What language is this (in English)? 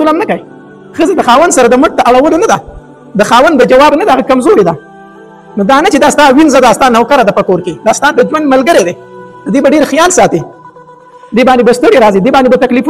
Pashto